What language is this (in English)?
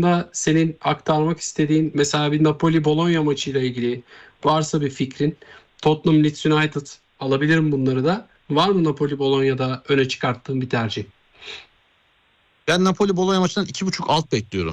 Turkish